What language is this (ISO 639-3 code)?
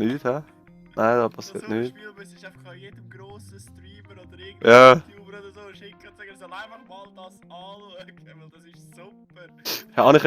gsw